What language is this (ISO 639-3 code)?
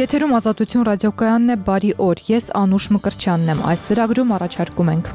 hye